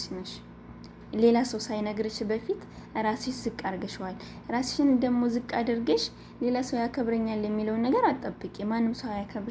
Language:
Amharic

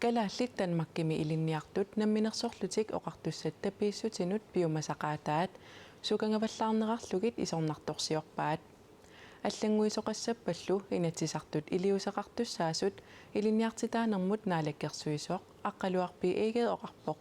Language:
Kalaallisut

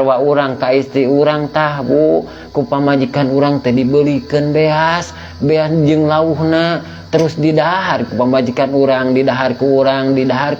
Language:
Sundanese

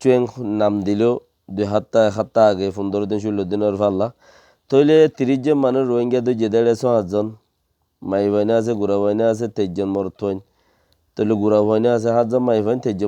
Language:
Rohingya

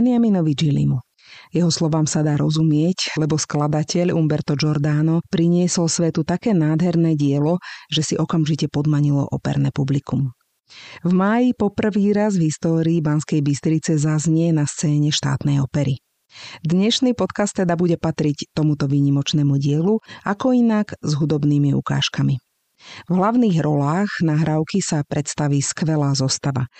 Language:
Slovak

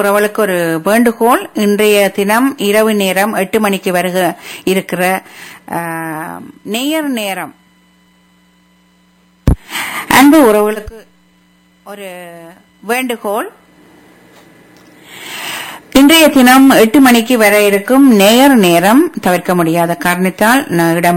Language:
Tamil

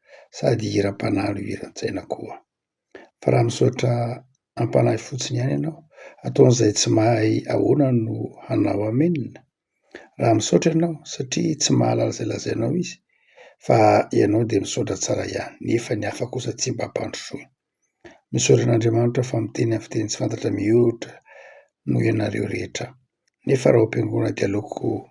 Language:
Malagasy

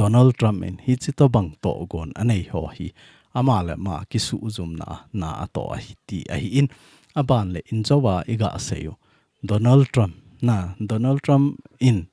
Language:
Thado Chin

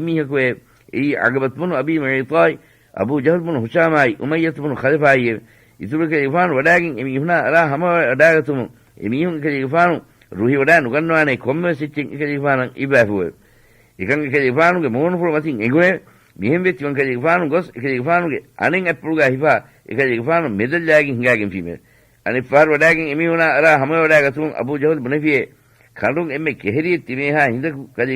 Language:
Divehi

